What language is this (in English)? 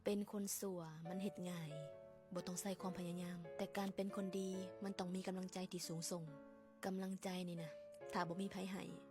Lao